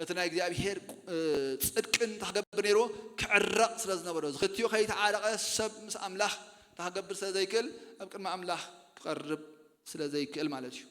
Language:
Tigrinya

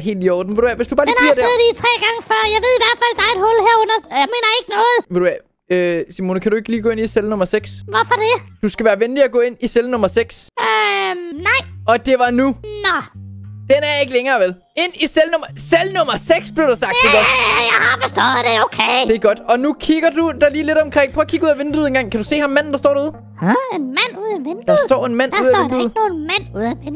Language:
Danish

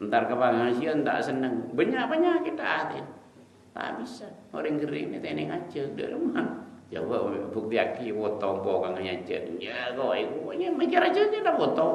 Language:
Madurese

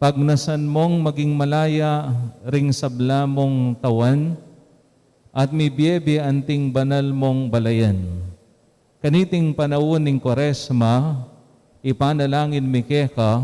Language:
Pampanga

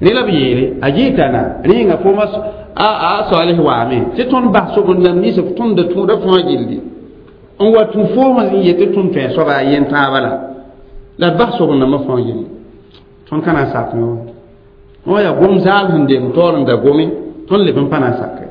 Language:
Mossi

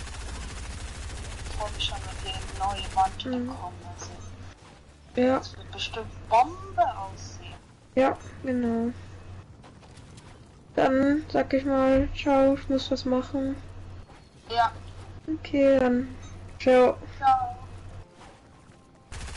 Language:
German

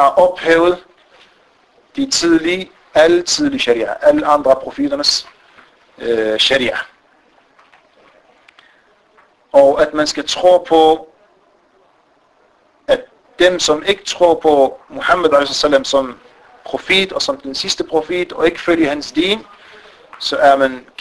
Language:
Danish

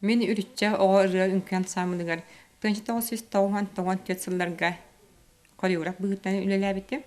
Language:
Yakut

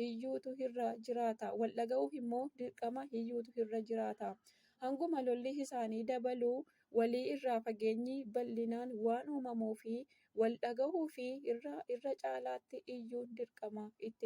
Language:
Oromo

